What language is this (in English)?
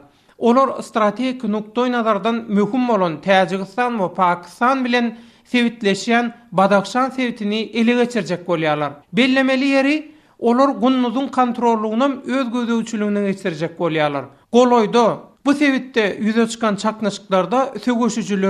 Turkmen